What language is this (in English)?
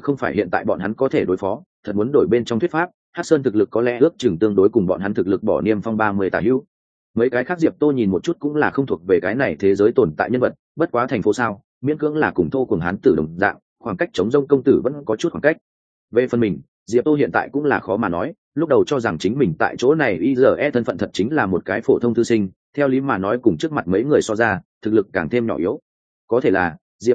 Vietnamese